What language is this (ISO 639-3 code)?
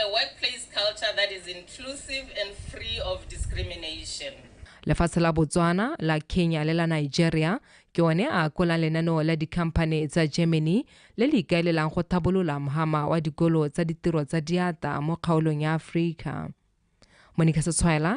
tsn